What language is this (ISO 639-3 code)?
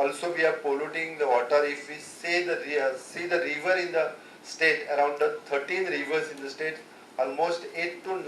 kok